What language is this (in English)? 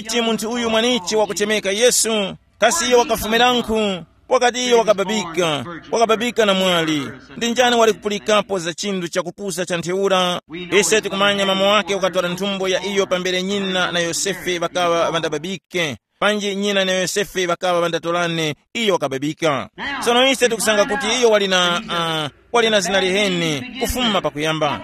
Tumbuka